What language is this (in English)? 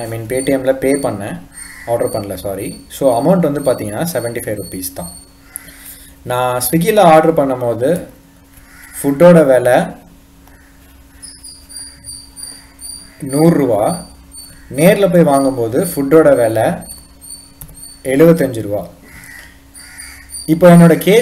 Tamil